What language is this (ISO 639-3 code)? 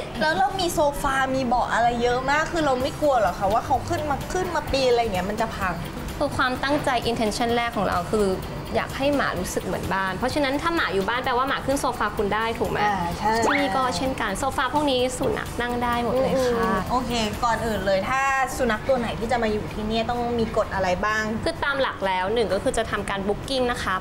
tha